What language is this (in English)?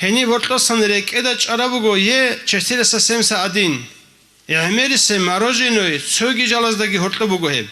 Avaric